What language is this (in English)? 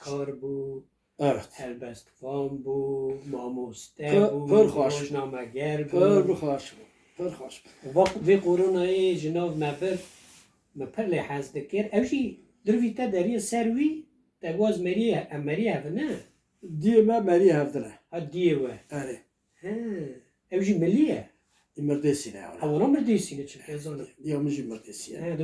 Kurdish